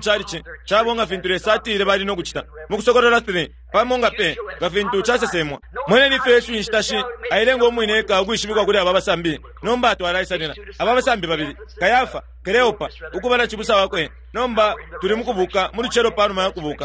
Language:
Bemba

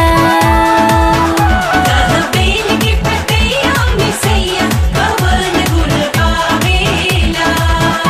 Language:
Bhojpuri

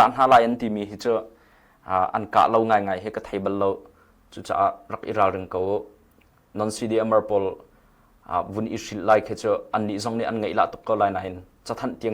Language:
Hakha Chin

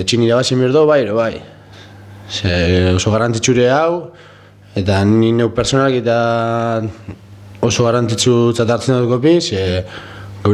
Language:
Basque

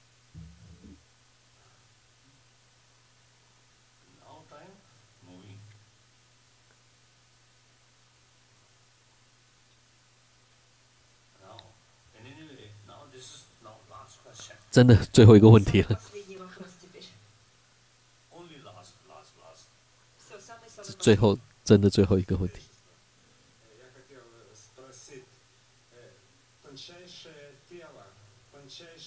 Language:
Chinese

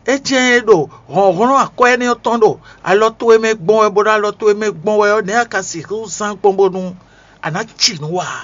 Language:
Fon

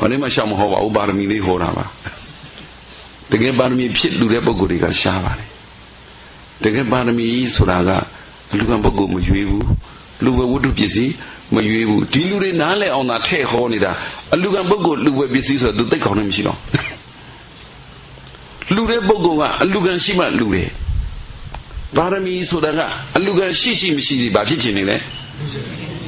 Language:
Burmese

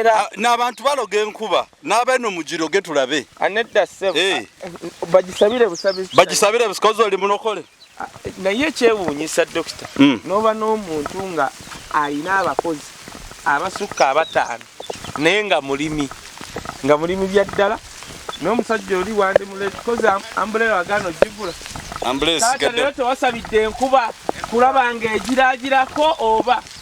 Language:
Ganda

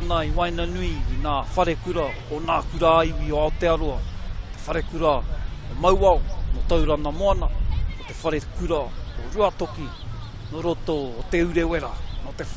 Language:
Māori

